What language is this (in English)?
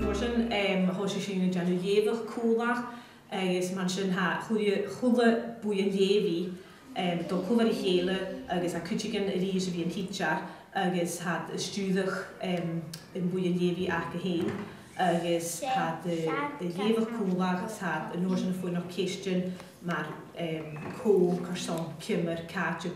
Scottish Gaelic